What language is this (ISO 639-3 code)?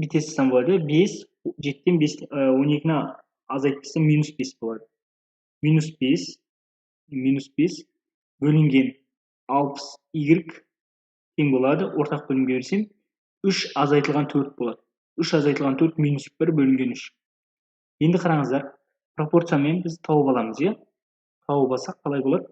kaz